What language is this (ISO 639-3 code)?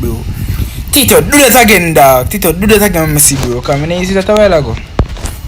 jam